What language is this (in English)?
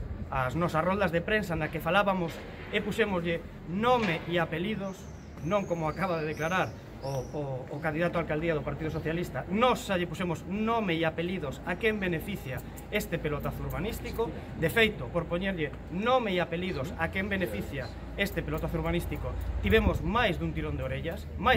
Galician